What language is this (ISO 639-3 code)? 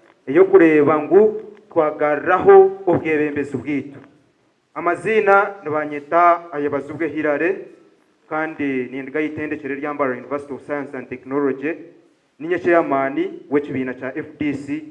nyn